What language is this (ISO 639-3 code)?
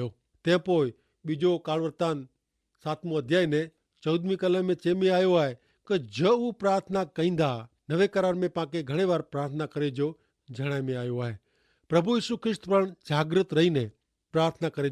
kfr